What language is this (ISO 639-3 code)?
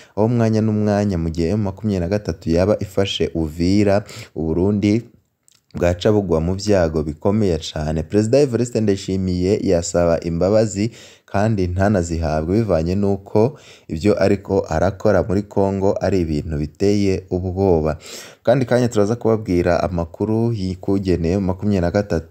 run